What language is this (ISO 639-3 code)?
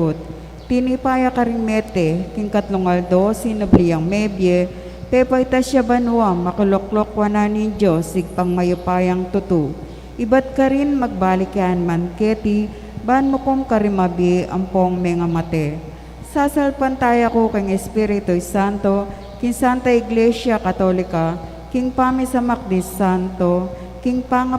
pam